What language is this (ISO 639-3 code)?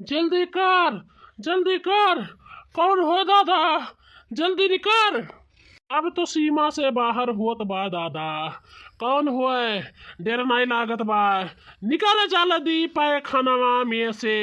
bho